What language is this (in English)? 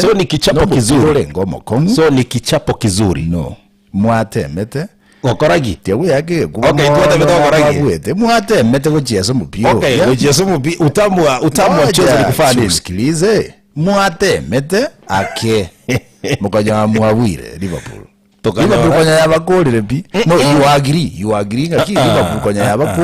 Gusii